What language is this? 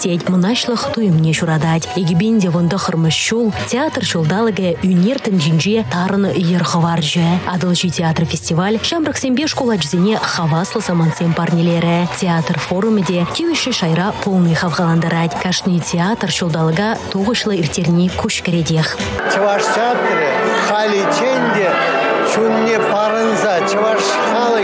Chuvash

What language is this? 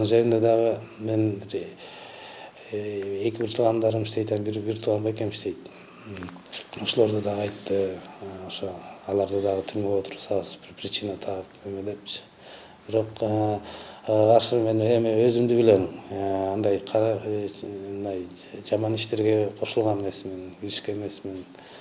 Kyrgyz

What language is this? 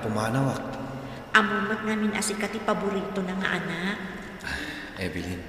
Iloko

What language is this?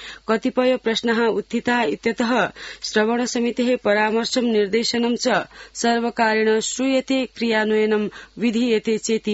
Sanskrit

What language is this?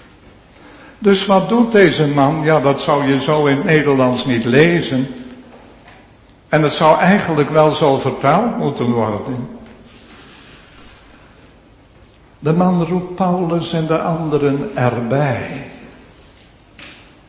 Dutch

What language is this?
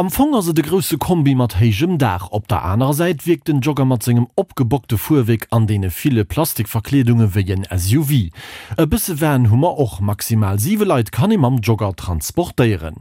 Luxembourgish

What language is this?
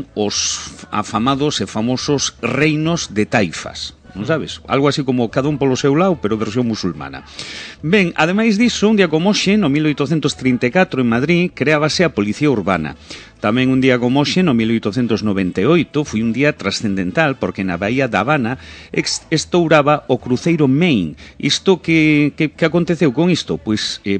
Galician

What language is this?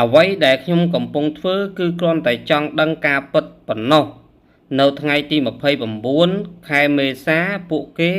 Khmer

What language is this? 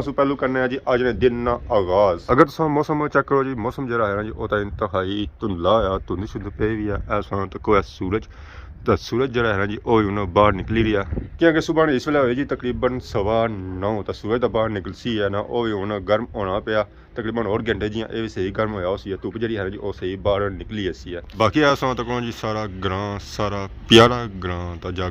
Pahari-Potwari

